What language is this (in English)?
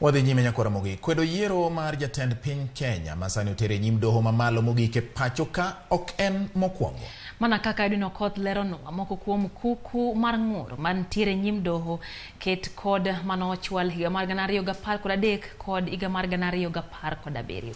Luo (Kenya and Tanzania)